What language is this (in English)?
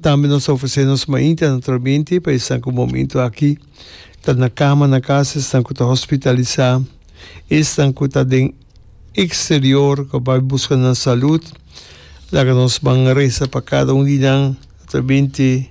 Papiamento